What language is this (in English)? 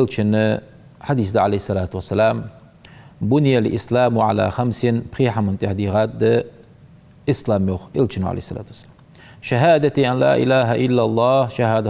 Ingush